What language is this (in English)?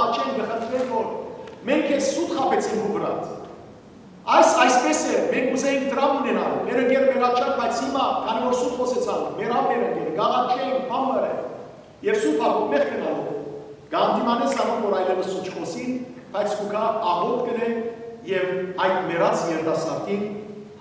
Western Armenian